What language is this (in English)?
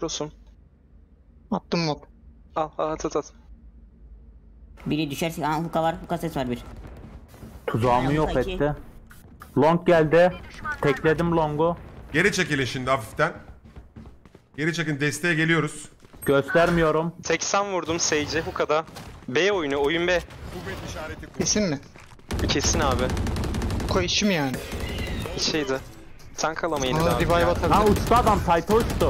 Turkish